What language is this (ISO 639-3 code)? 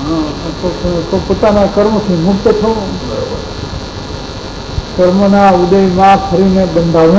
guj